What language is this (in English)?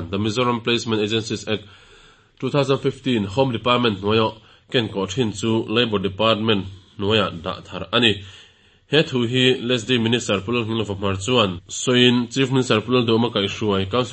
Mizo